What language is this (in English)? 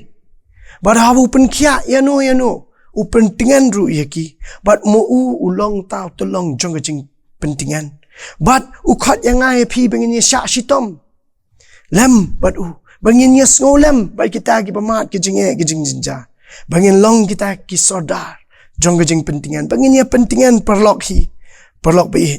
Khasi